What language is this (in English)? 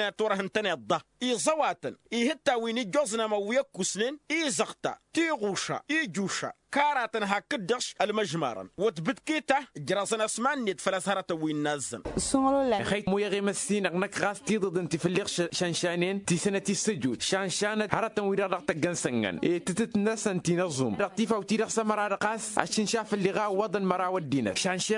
Tamasheq